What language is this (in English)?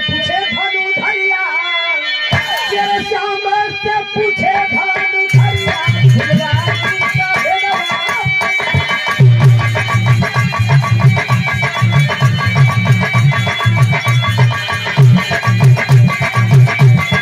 Bhojpuri